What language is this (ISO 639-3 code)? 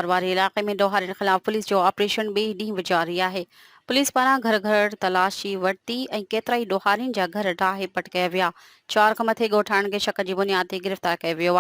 snd